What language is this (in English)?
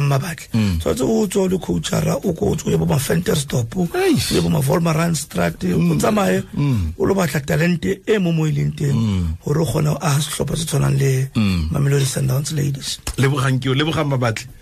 Tswana